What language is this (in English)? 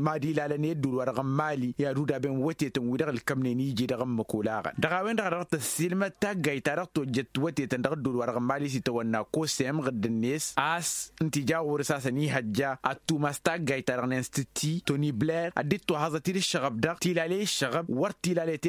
Tamasheq